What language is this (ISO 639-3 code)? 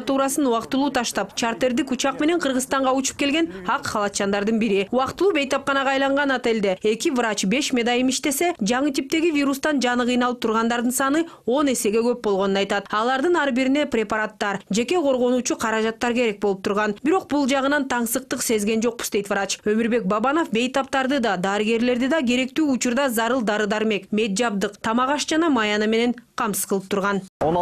kir